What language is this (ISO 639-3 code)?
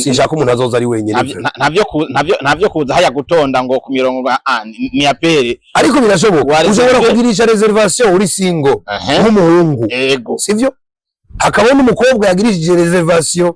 run